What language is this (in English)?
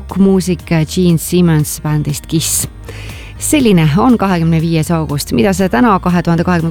Estonian